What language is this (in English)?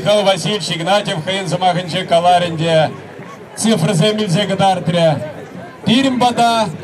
Chuvash